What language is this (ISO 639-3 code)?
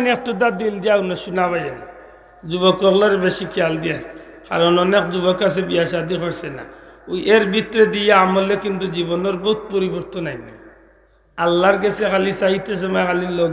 syl